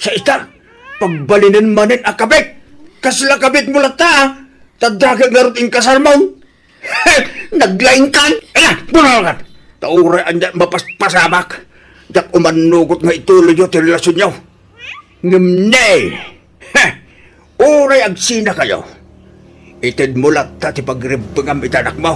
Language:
Iloko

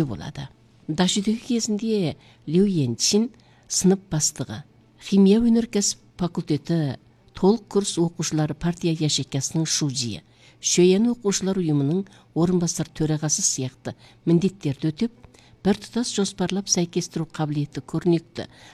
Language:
Kazakh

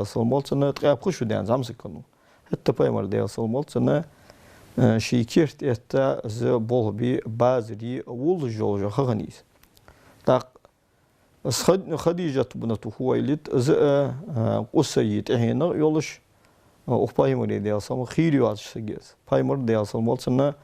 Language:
Ingush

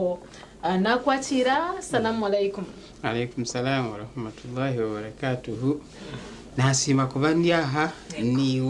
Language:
Nyankole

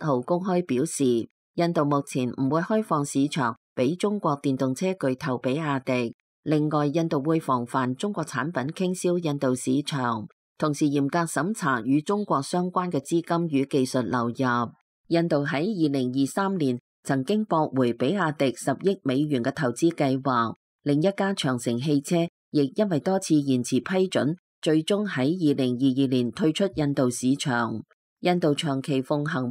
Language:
Cantonese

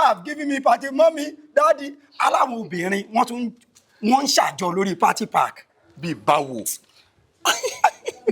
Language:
Yoruba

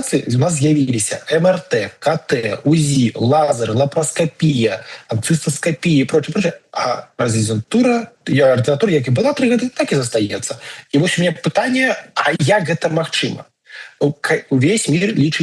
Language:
Belarusian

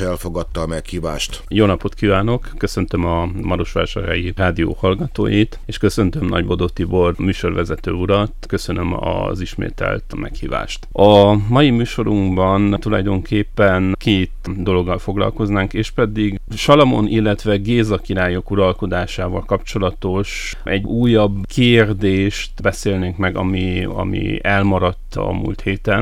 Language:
Hungarian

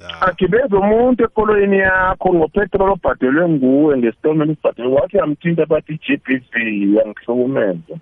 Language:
South Ndebele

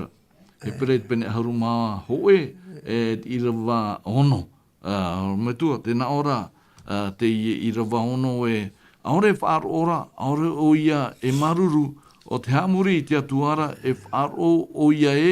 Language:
Tahitian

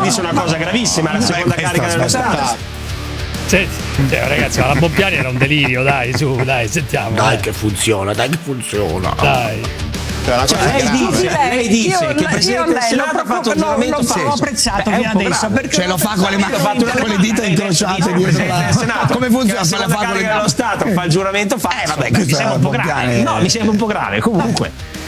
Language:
Italian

